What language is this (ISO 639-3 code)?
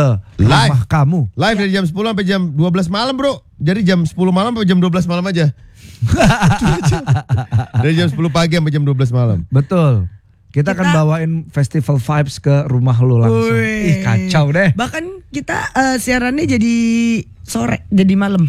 ind